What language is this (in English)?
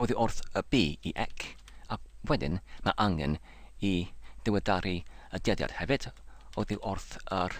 Welsh